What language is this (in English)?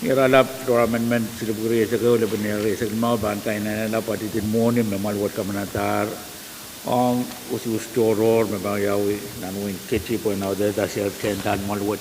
Pohnpeian